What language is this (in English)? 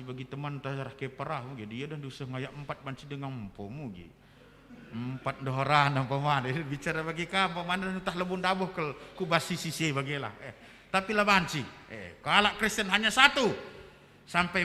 Batak Karo